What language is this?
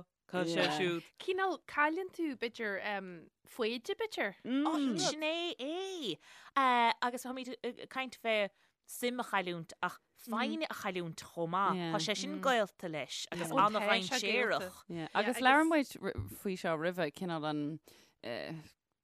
Irish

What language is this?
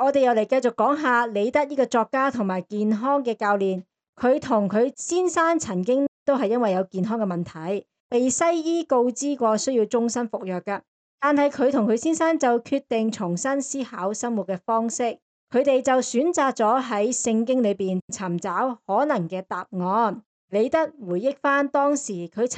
Cantonese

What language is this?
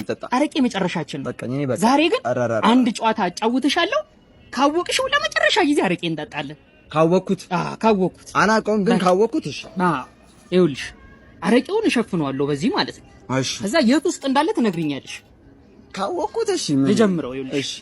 Amharic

